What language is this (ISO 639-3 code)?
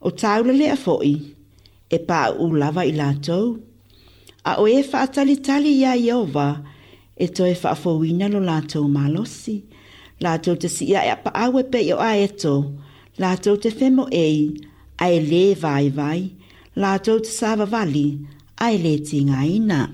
smo